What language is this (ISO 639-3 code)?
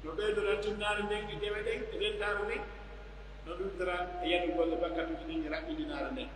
fuf